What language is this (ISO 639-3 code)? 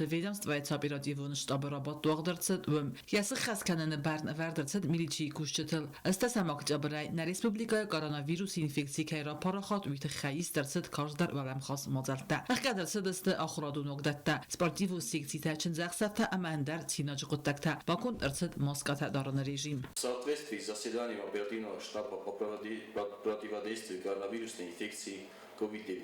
oss